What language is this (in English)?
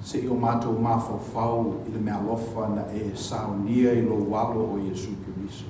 Samoan